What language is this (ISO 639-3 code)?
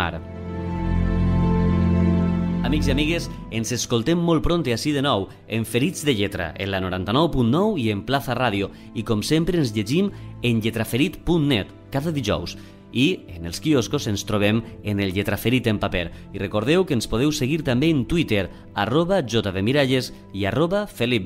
cat